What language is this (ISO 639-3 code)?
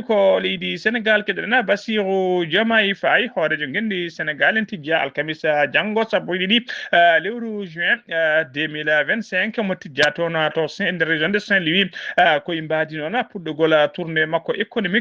ful